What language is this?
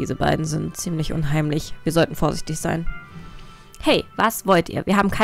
German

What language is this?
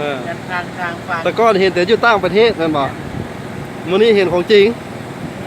Lao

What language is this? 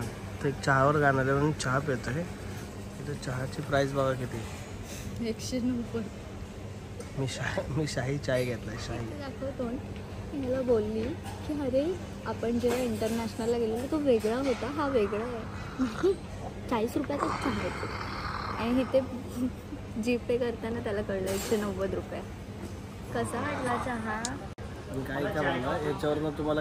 Marathi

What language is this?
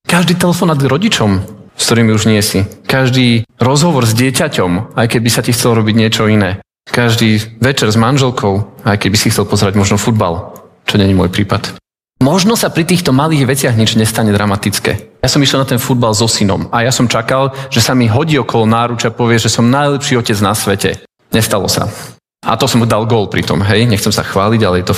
Slovak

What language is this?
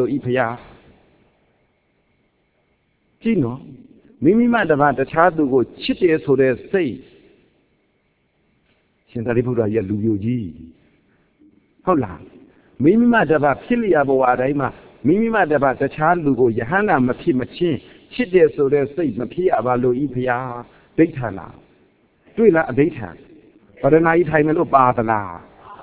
Burmese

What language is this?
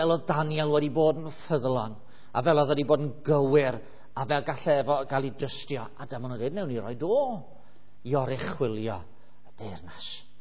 Welsh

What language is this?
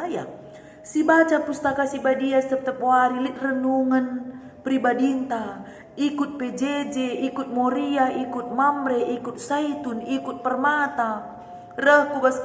Batak Karo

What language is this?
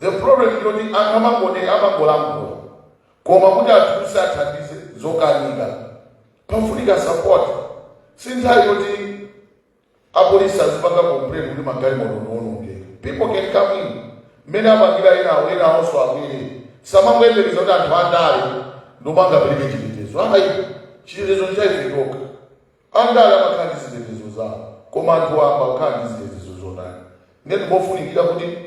Nyanja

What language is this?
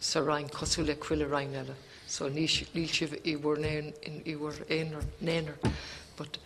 Irish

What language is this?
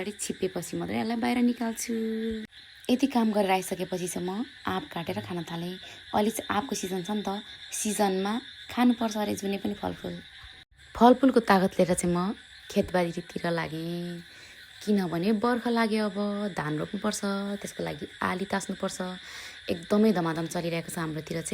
Nepali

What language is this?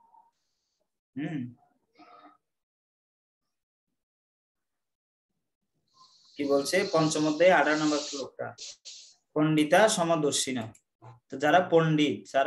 Bangla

